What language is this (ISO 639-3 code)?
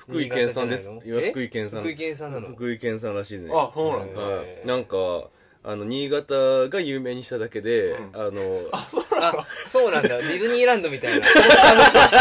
jpn